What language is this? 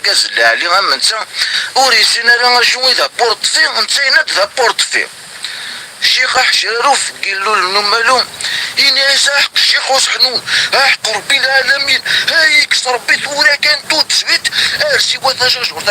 Kabyle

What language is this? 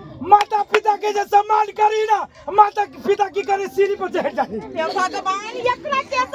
Maithili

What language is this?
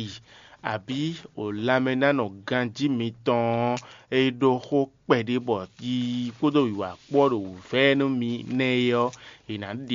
Fon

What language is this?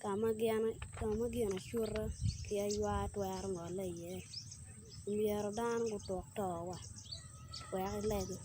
Acoli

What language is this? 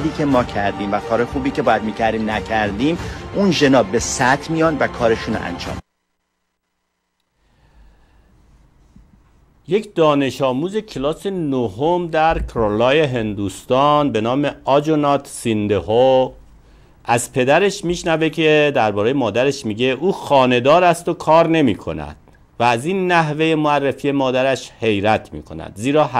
Persian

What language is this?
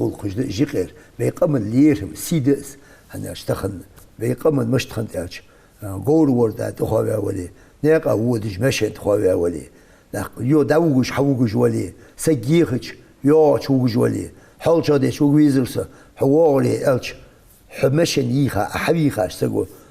Ingush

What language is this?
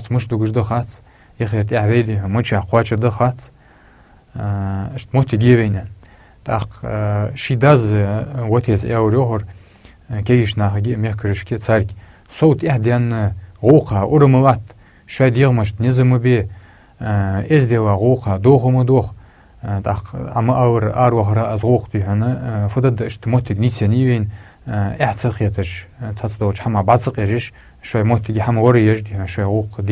Ingush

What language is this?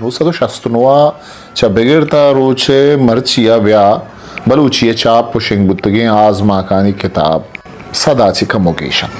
Eastern Balochi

